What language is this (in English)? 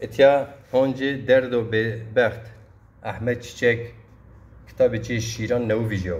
Zaza